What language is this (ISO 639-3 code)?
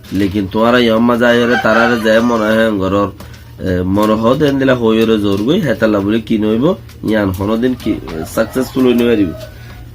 rhg